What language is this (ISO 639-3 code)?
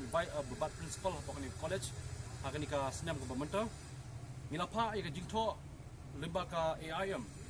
kha